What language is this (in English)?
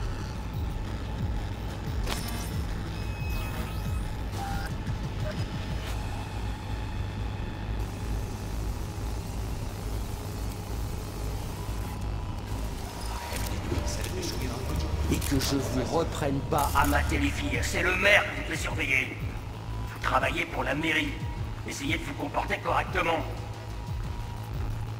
French